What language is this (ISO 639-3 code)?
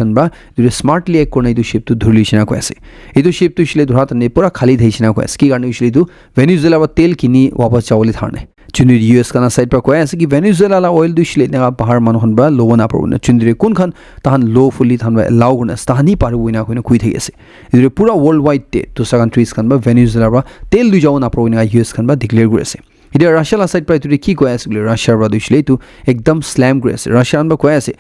nag